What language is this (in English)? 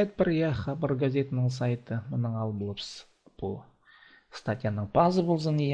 Khakas